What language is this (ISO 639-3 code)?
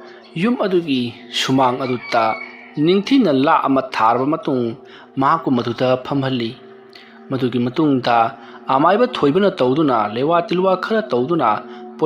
mni